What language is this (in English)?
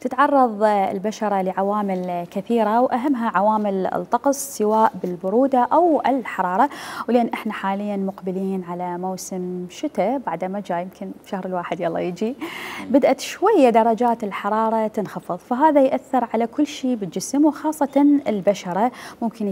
Mesopotamian Arabic